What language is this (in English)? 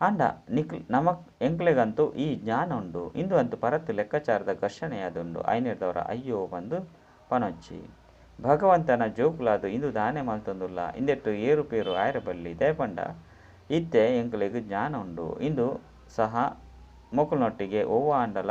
Tulu